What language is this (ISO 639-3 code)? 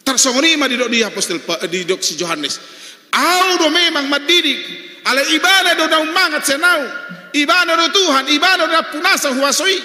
bbc